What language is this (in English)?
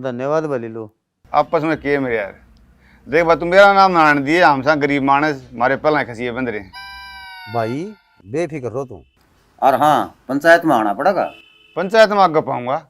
Haryanvi